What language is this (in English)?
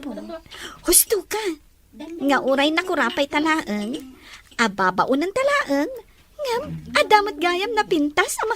Iloko